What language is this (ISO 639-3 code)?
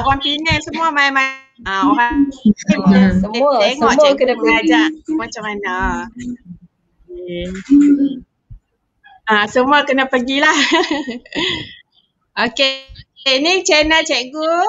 msa